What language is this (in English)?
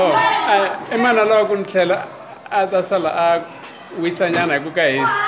Tsonga